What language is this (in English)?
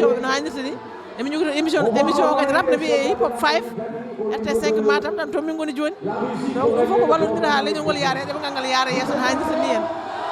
Fula